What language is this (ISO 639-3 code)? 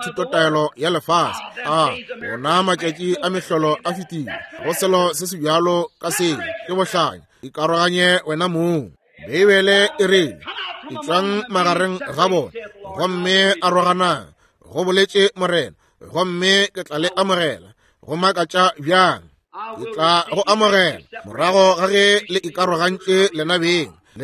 nso